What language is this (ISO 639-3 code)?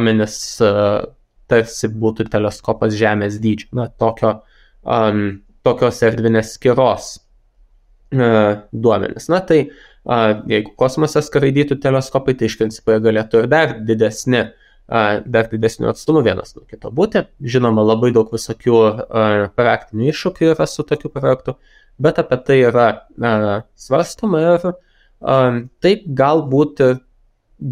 lit